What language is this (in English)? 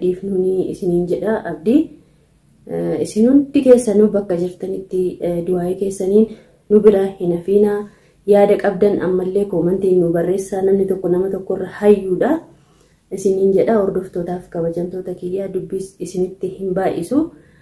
Oromo